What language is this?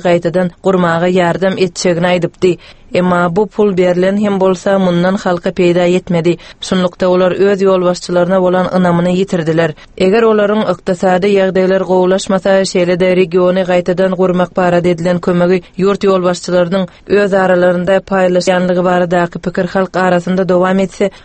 Turkmen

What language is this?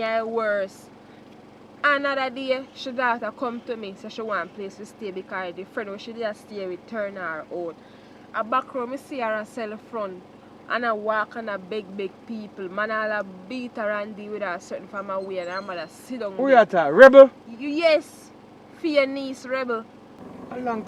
Jamaican Creole English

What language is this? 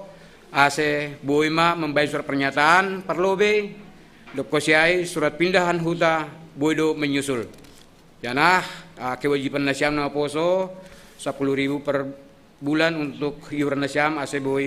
Batak Simalungun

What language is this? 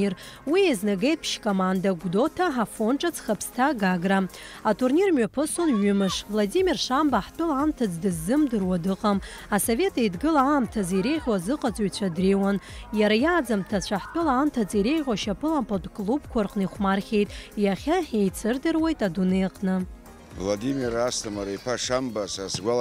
Abkhazian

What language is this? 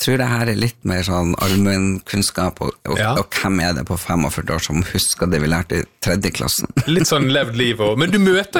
Norwegian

